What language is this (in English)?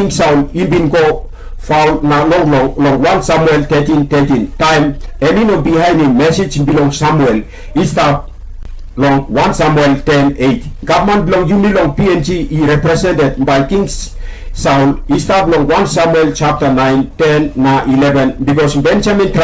Tok Pisin